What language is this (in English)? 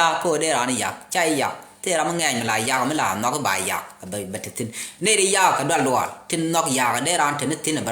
Nuer